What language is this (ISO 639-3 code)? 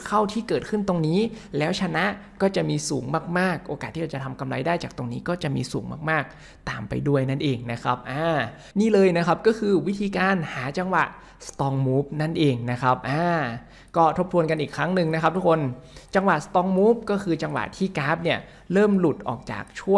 tha